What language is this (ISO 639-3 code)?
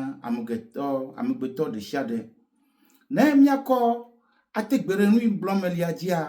ewe